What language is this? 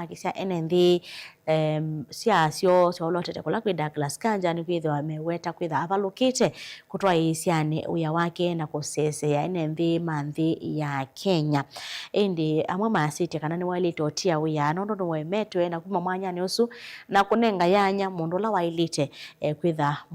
Kamba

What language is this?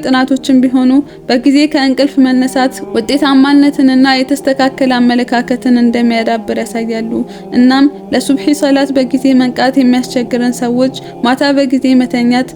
Amharic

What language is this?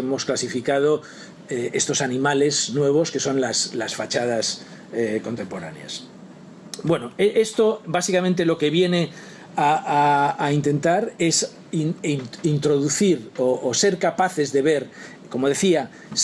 Spanish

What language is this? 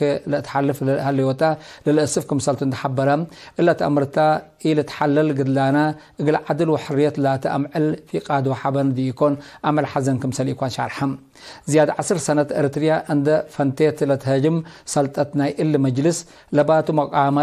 Tigre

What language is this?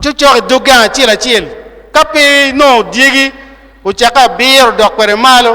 Acoli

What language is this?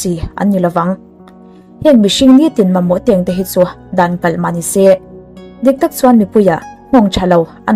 Mizo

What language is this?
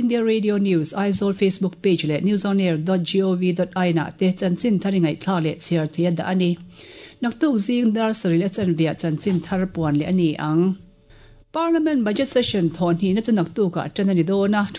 Mizo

